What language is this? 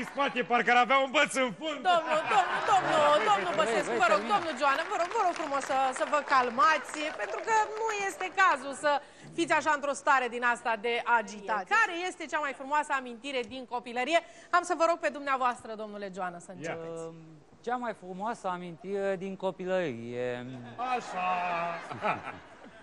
Romanian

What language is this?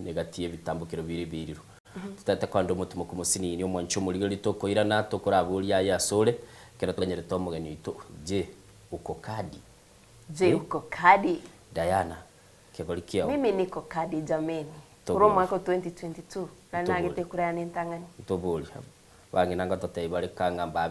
Gusii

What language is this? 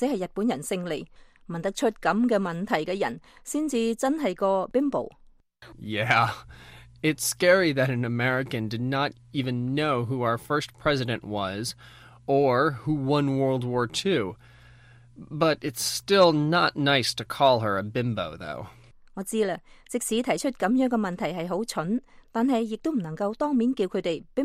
Cantonese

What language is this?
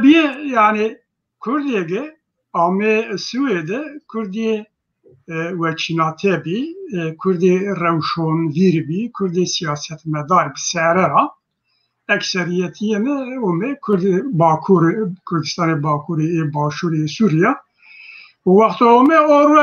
Zaza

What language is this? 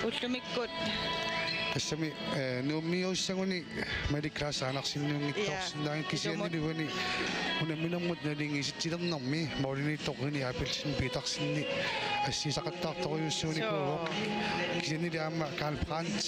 Kalaallisut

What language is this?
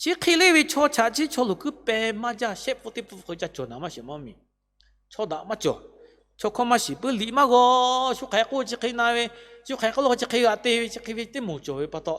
Lahu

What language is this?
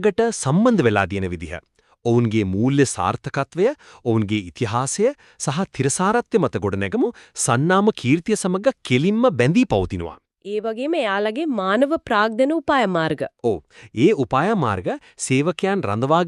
Sinhala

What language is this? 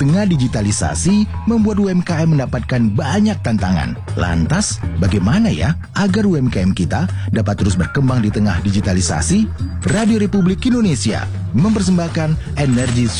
Indonesian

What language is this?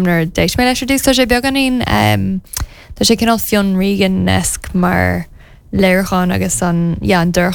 Irish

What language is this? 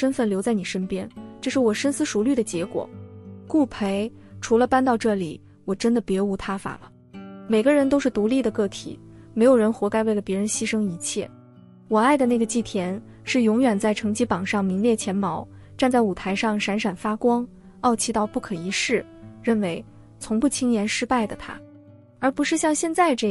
Chinese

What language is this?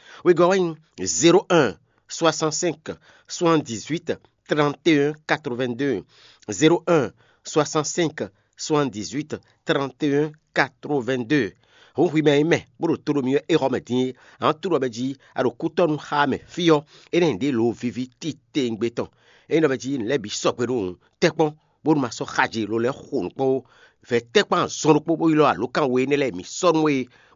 Fon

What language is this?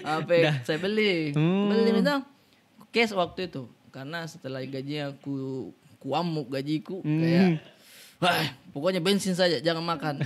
Makassar Malay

